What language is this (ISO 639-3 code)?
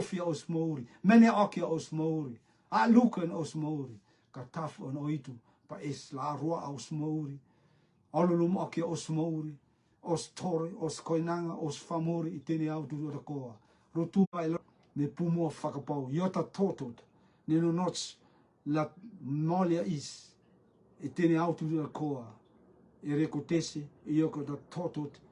rtm